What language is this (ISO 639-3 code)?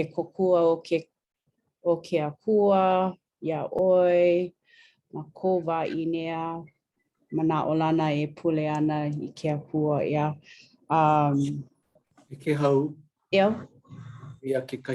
haw